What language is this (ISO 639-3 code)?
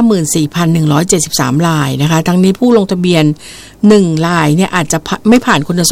tha